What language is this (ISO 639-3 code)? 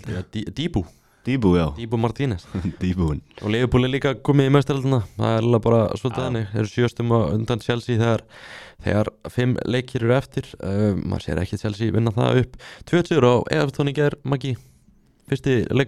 isl